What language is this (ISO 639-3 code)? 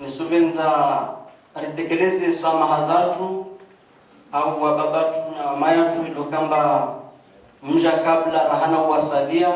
zdj